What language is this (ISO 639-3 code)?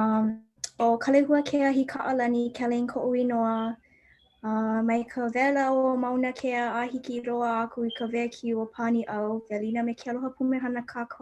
haw